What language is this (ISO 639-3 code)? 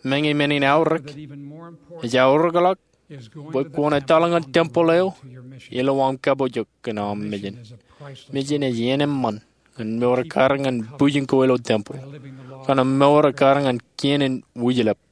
mah